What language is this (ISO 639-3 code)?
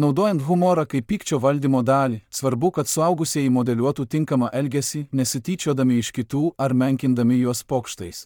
lit